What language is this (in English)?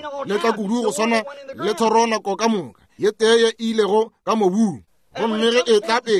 Northern Sotho